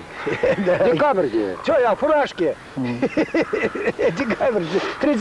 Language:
Chuvash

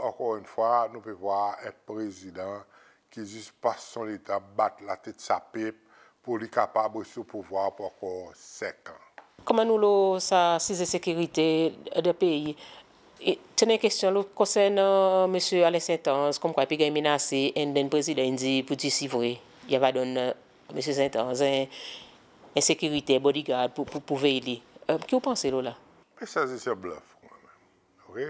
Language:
Seselwa Creole French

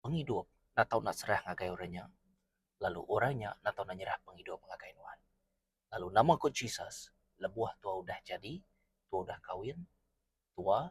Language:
Iban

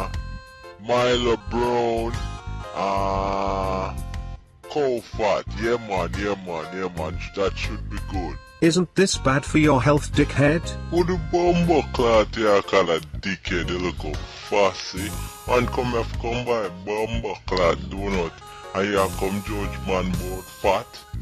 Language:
Jamaican Creole English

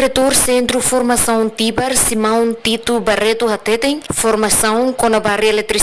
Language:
Tetum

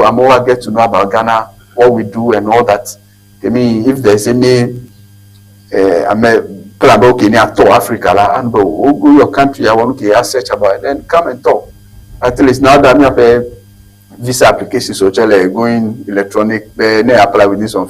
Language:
Ewe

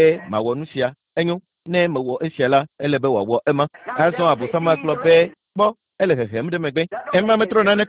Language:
Ewe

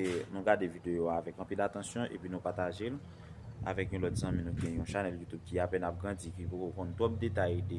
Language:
Haitian Creole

